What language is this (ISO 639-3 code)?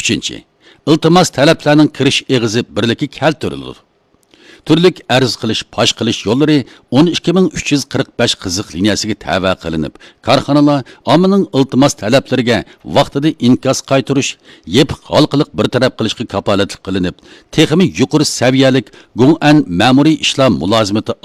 uig